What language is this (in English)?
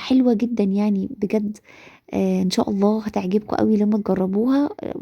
Egyptian Arabic